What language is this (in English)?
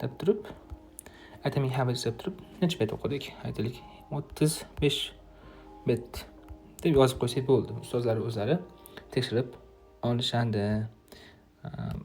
Uzbek